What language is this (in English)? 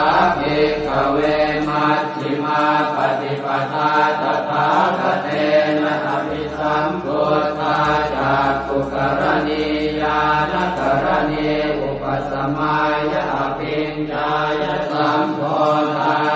Pali